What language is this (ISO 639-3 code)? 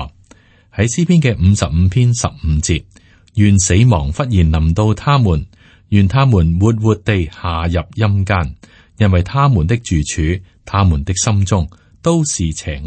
yue